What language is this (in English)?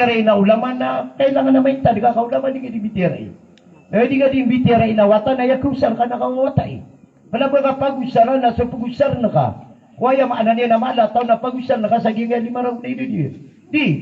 Maranao